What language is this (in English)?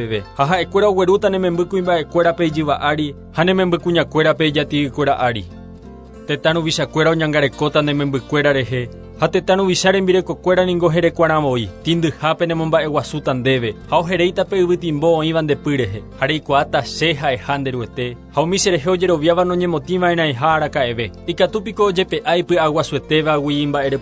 Guarani